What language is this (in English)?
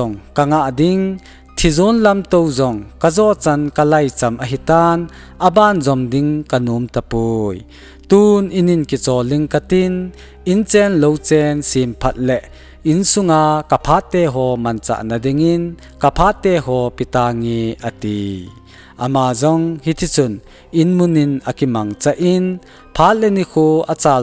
Thado Chin